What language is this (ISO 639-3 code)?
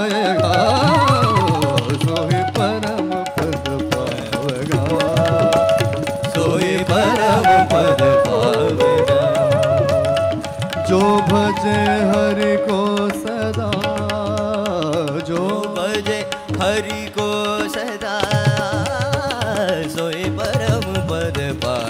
hin